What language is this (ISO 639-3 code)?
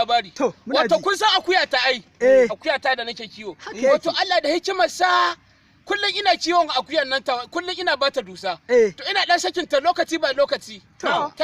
hau